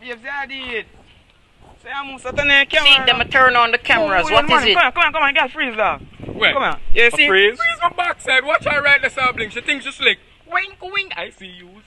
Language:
Jamaican Creole English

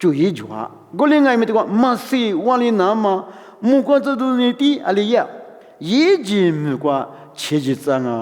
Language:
Lisu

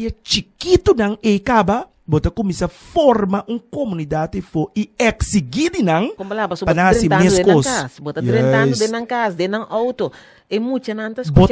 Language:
Papiamento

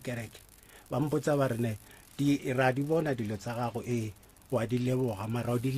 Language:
Northern Sotho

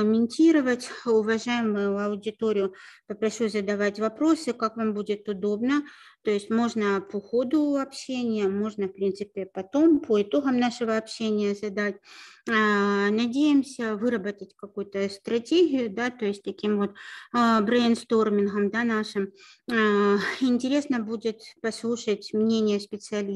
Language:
Russian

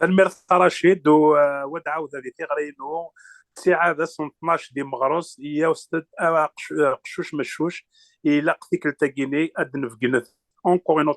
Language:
Kabyle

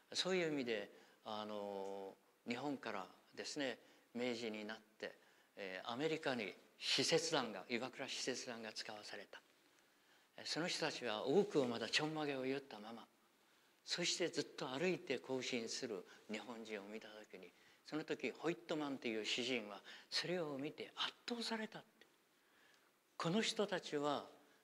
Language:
Japanese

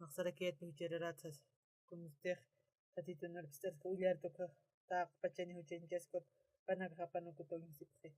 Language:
Aymara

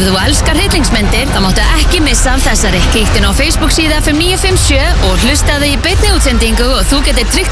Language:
Icelandic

